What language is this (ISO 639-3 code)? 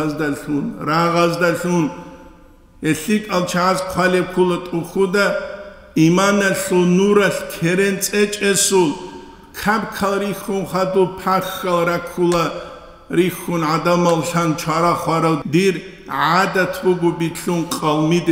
ava